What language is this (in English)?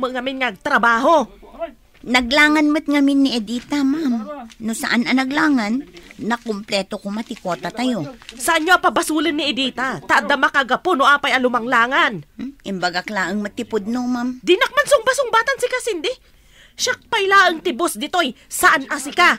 Iloko